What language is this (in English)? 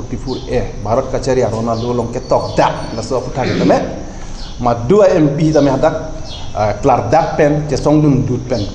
Karbi